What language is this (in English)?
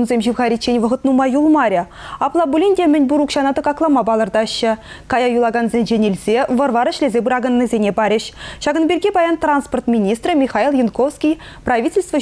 Chuvash